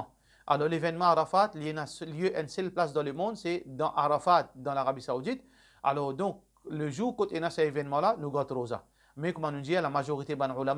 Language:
Morisyen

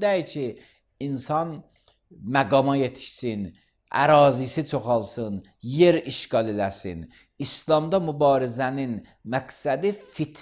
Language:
Azerbaijani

